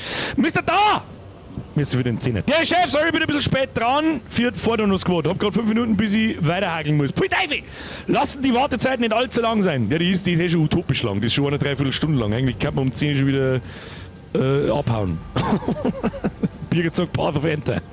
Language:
Bavarian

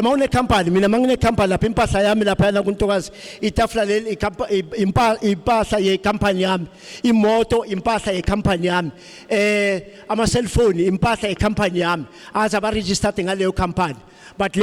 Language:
Zulu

